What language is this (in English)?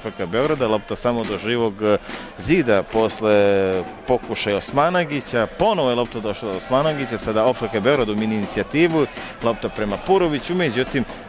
Serbian